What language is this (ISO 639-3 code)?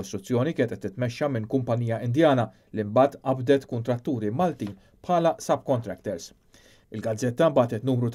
mlt